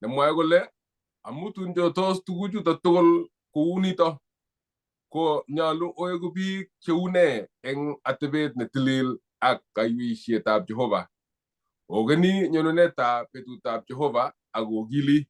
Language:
Kalenjin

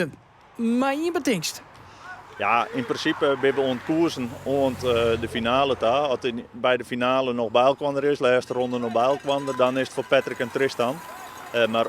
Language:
Western Frisian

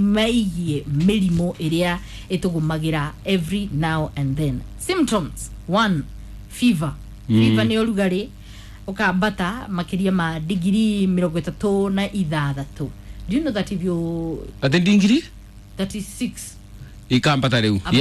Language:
Kikuyu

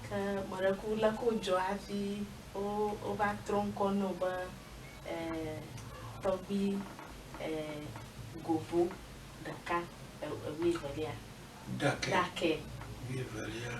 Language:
Ewe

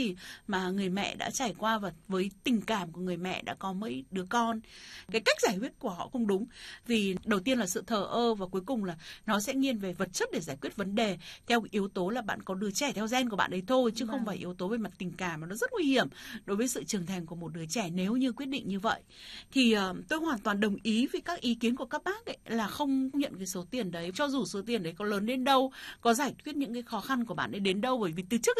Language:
Vietnamese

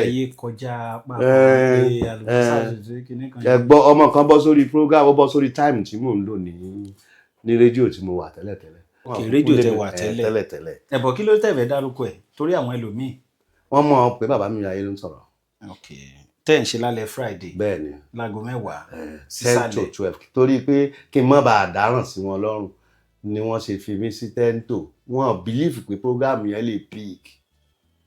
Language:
Yoruba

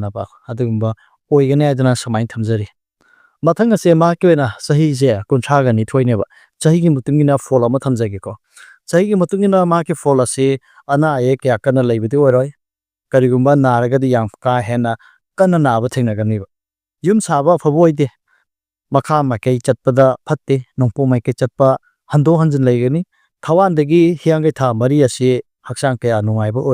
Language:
Manipuri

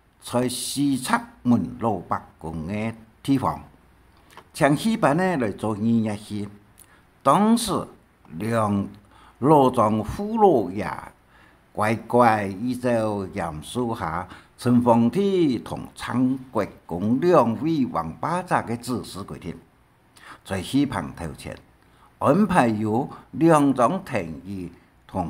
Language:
Hakka Chinese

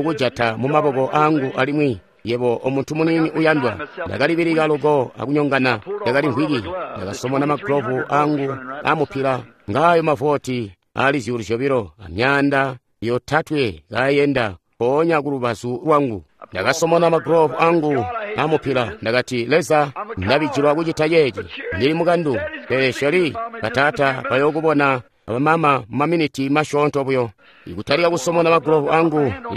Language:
Tonga (Zambia)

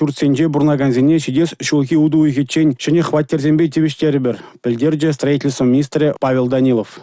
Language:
Chuvash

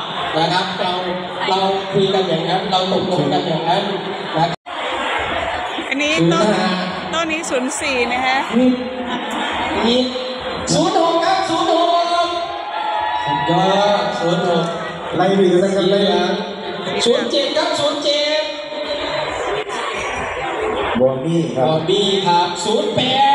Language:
Thai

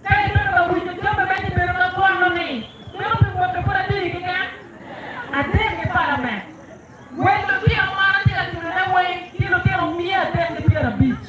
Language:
Acoli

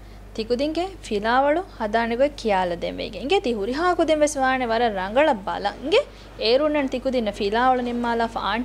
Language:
Divehi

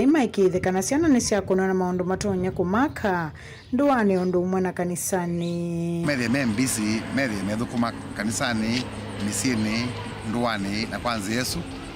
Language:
Kamba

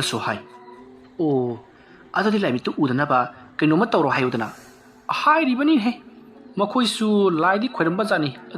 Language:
Manipuri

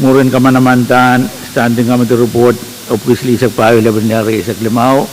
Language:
Pohnpeian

